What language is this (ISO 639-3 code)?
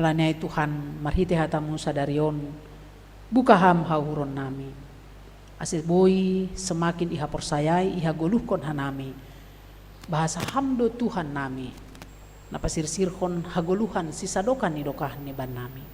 bts